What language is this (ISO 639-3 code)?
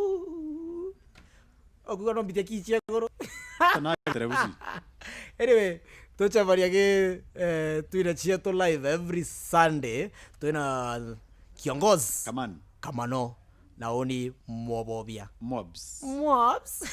mer